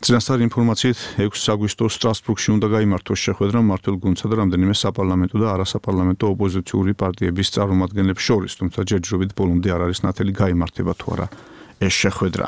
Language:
Georgian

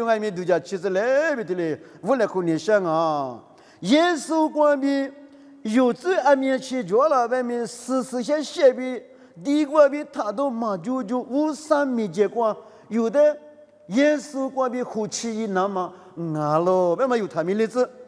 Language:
Lisu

